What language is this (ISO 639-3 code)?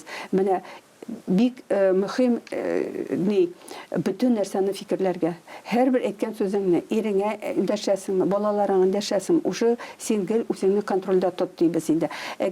tat